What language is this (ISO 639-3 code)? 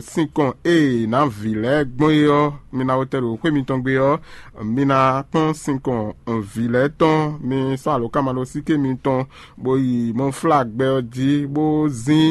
fon